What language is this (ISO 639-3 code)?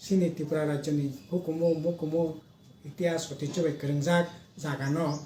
trp